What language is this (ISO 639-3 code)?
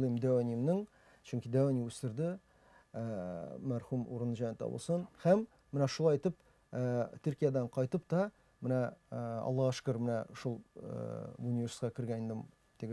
tat